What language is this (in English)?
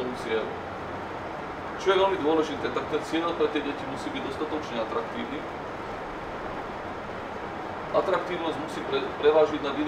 Slovak